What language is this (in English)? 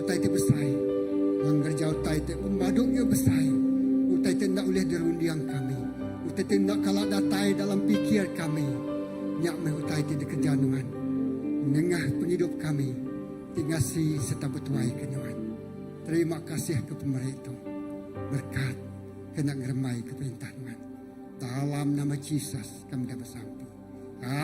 Iban